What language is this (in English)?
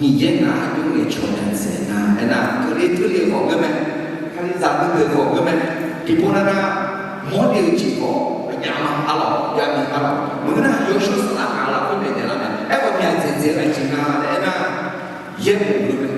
Akha